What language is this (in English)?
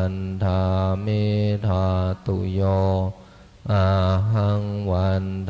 Pali